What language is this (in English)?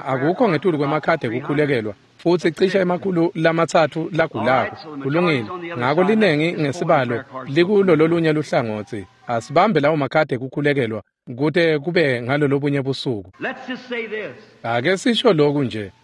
Swati